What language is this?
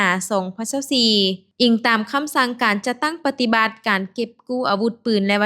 Lao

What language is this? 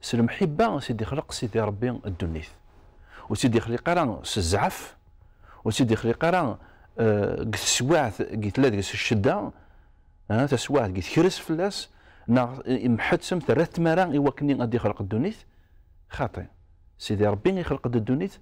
Kabyle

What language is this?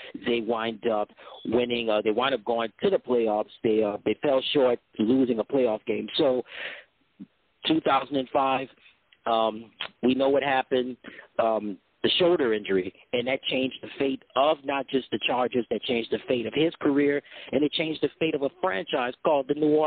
English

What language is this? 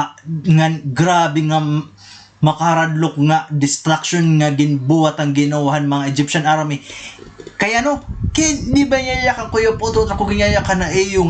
Waray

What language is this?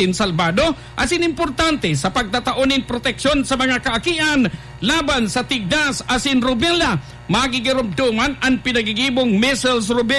Bikol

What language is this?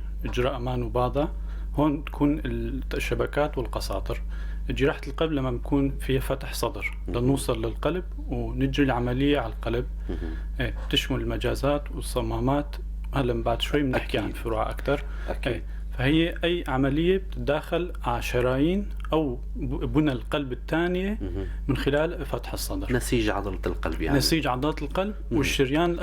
North Levantine Arabic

